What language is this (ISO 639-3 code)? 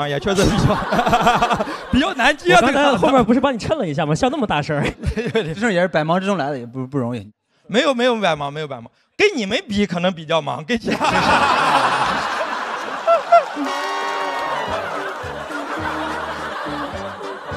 zho